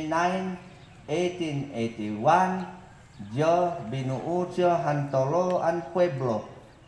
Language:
Mayoyao Ifugao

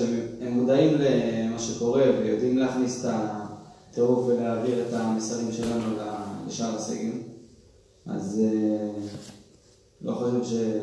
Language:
Hebrew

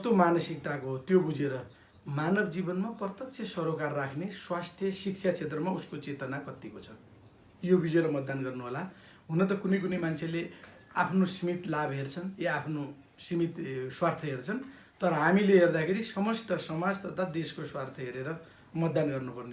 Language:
Nepali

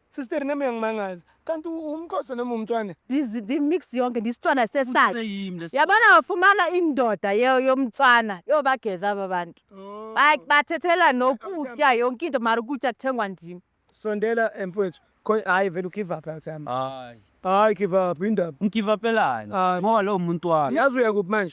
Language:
Zulu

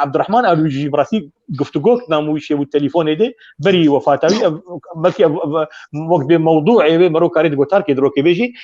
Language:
Kurdish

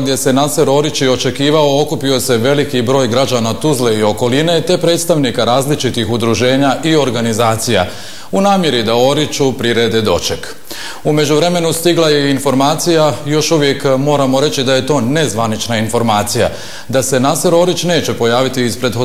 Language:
Bosnian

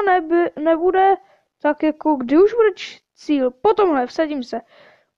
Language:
Czech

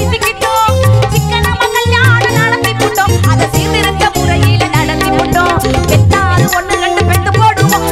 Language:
Tamil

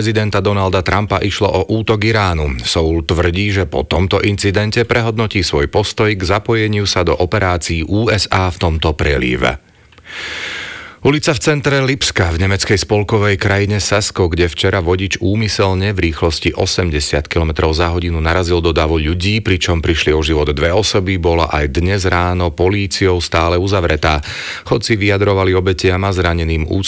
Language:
Slovak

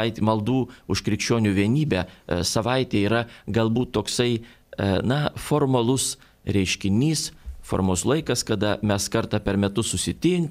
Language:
Lithuanian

